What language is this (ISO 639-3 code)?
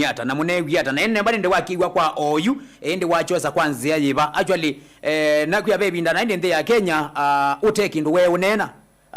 kam